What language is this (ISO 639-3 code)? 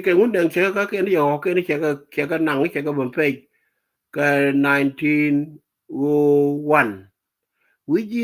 nus